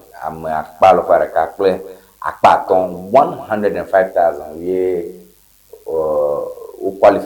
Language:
Ewe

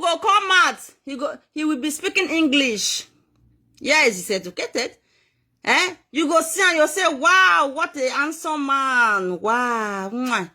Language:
Nigerian Pidgin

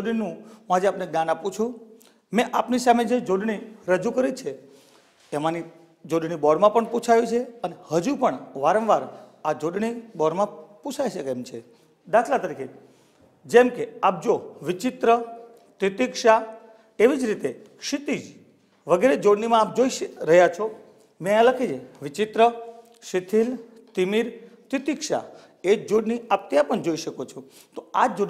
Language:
Gujarati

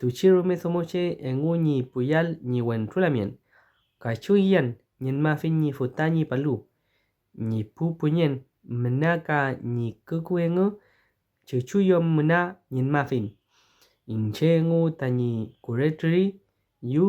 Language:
Mapuche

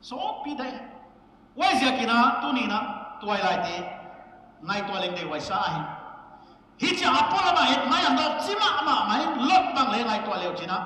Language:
Paite Chin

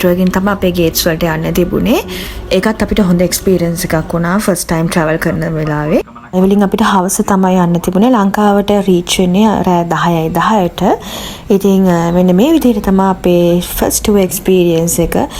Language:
Sinhala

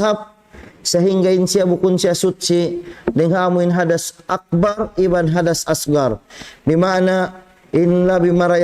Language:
Tausug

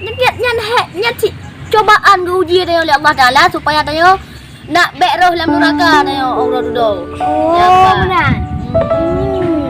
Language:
Achinese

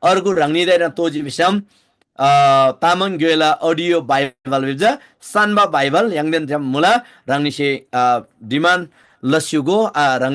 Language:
Eastern Tamang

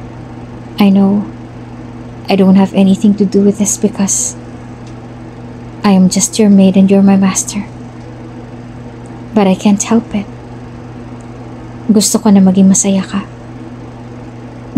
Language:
Filipino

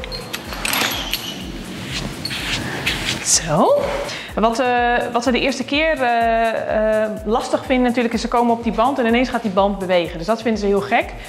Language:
Dutch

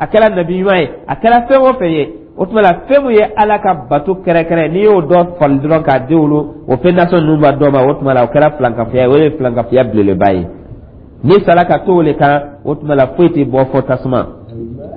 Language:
Dyula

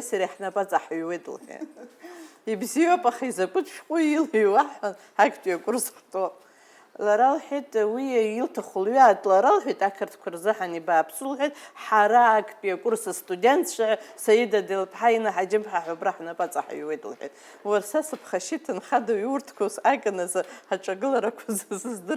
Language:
Abkhazian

